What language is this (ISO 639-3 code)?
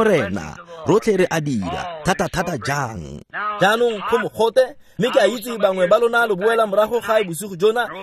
tsn